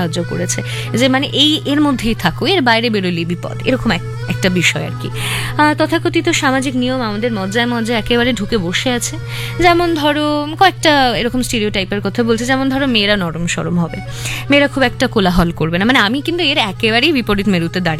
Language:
Bangla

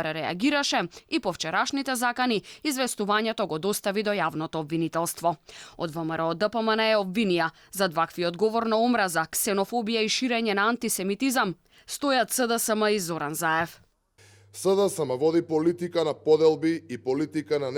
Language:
Macedonian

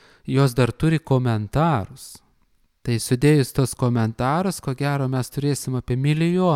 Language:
Lithuanian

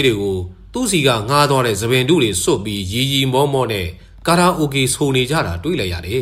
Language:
Burmese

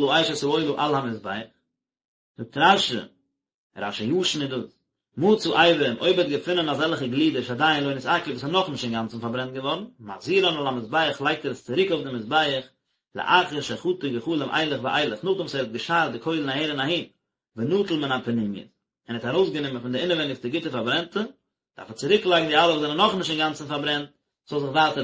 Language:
Yiddish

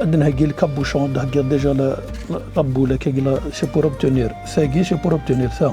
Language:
Kabyle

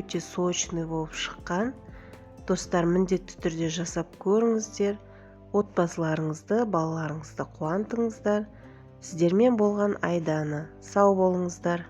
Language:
Kazakh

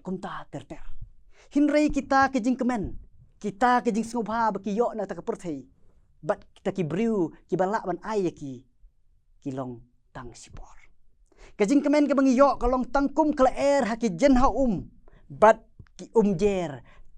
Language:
Khasi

